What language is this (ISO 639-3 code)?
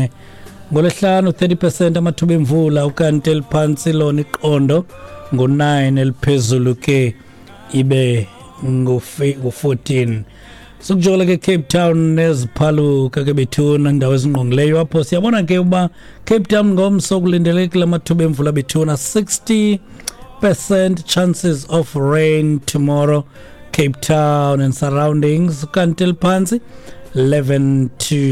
xho